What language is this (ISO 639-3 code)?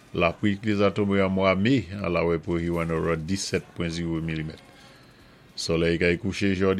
acf